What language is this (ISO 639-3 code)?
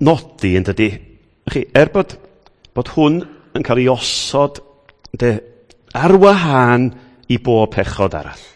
cym